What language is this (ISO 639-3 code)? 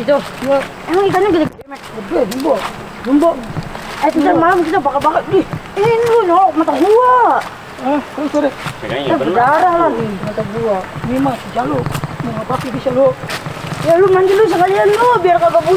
bew